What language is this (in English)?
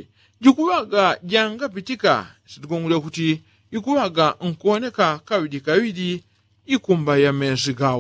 Yao